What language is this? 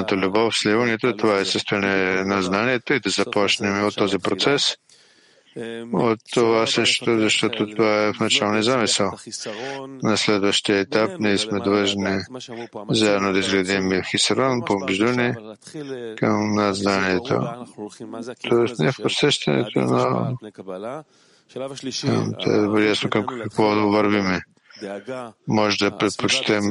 Bulgarian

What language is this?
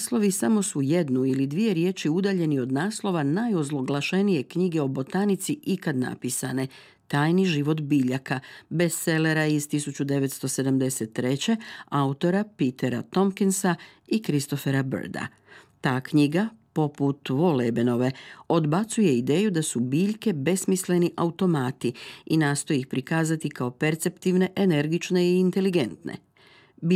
Croatian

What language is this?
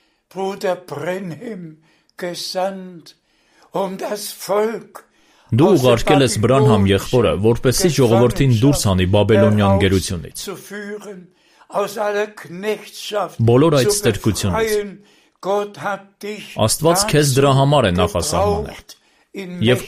Armenian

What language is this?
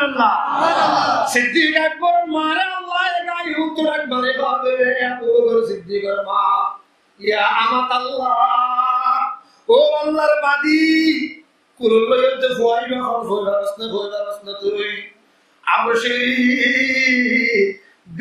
Rohingya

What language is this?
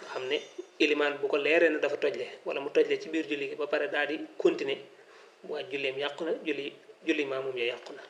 Wolof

